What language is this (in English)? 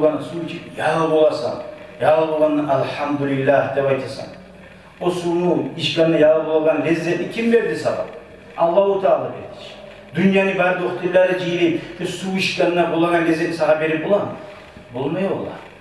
Kumyk